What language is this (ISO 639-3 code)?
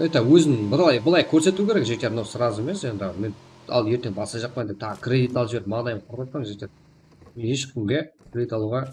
kaa